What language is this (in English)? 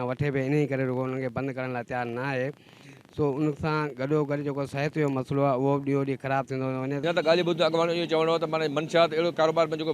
Sindhi